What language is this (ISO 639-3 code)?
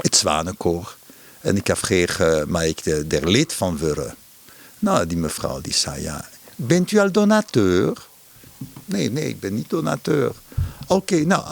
fry